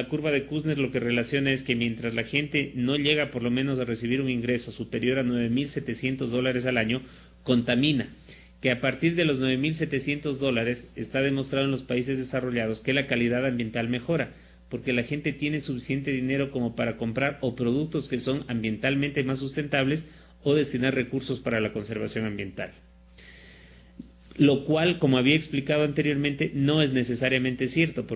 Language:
Spanish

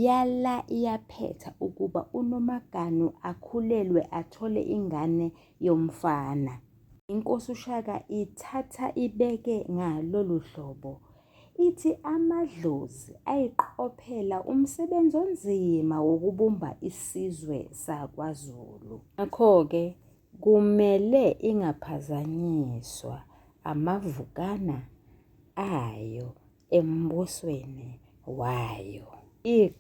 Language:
Zulu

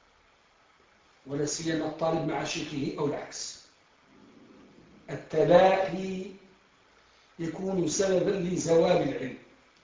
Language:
Arabic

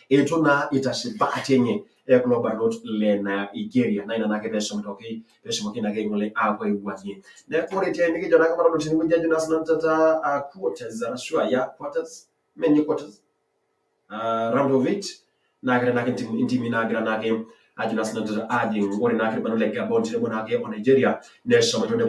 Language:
Masai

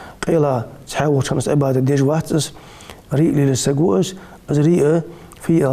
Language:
Ingush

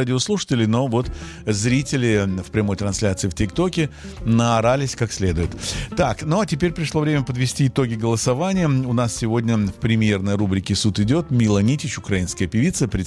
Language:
Russian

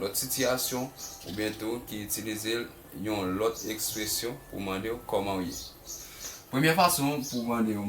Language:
Haitian Creole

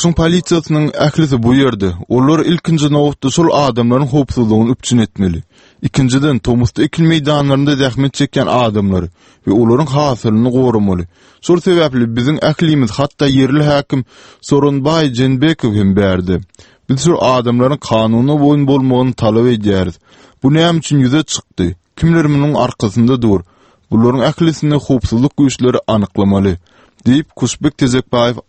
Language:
Turkmen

